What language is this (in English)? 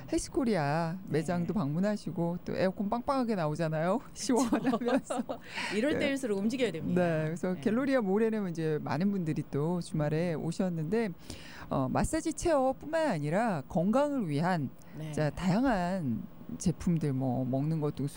Korean